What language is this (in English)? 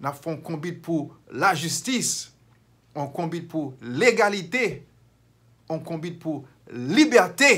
Haitian Creole